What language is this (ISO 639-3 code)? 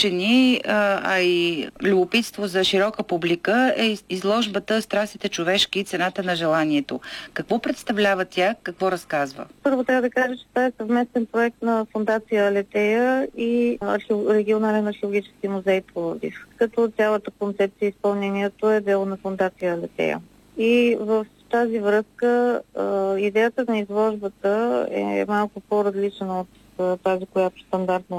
bul